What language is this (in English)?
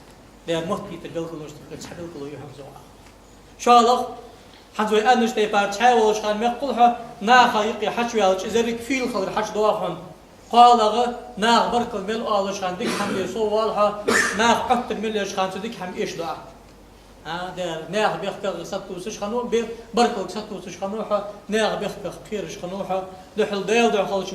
Ingush